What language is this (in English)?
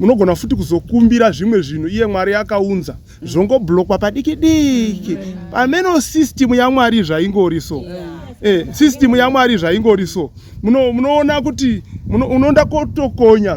Shona